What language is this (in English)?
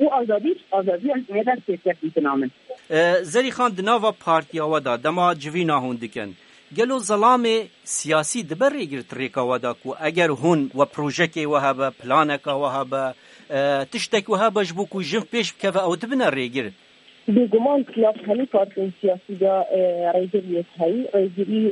Kurdish